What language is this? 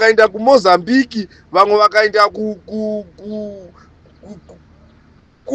Shona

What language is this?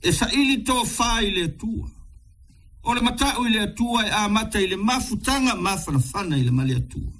Samoan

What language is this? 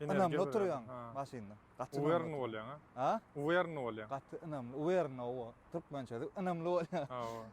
Turkmen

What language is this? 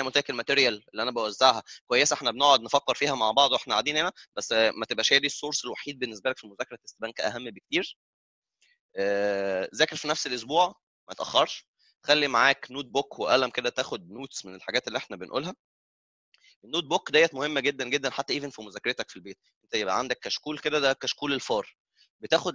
Egyptian Arabic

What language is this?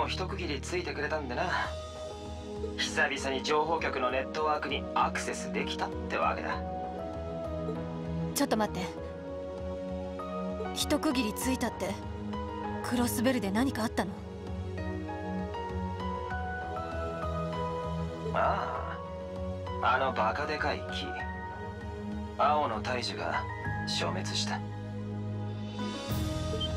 Japanese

